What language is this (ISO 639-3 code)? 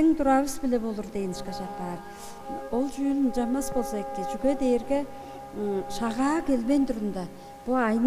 tyv